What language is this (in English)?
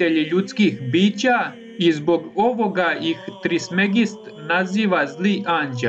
Serbian